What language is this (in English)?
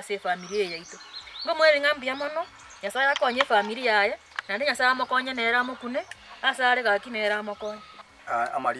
Gusii